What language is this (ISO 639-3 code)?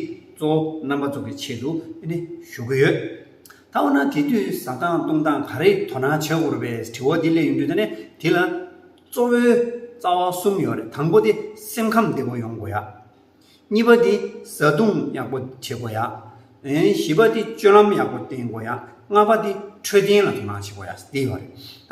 bod